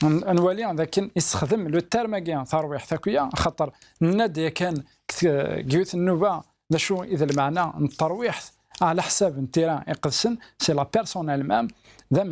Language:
Kabyle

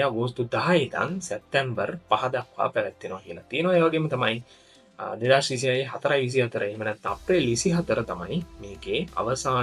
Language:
Sinhala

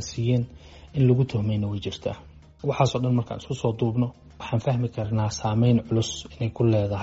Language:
Somali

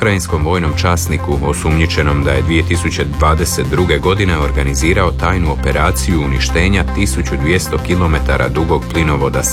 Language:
Croatian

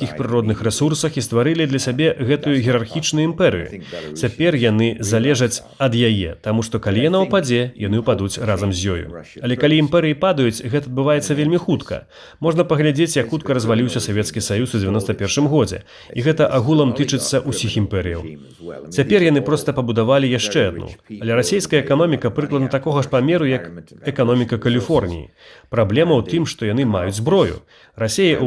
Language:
Belarusian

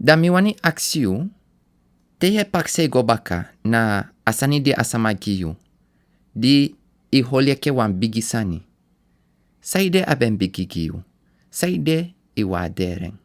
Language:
Sranan Tongo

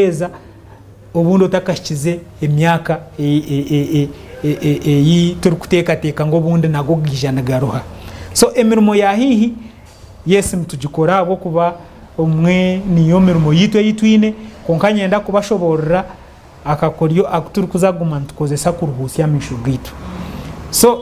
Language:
Nyankole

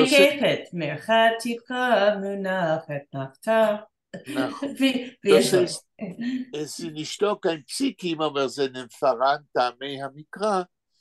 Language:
Yiddish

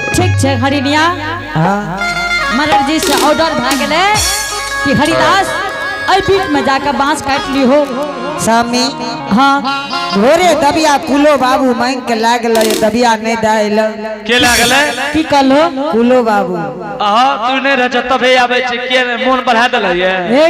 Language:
Angika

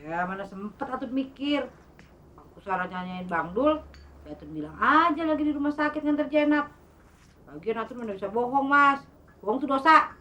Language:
Betawi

